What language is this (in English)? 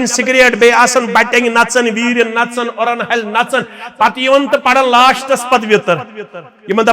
Kashmiri